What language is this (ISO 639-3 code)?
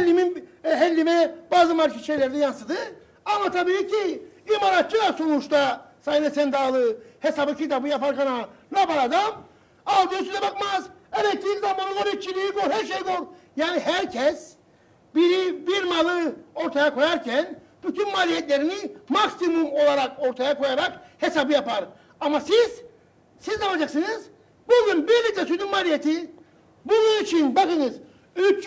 tur